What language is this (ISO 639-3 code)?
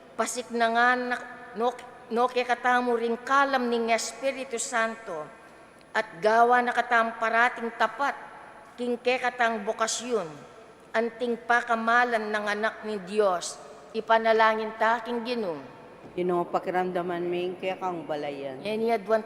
pam